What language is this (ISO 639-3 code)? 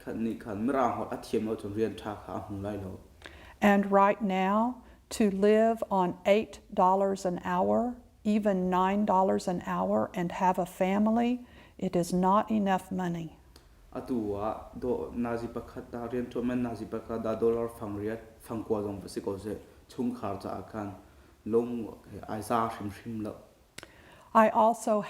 cnh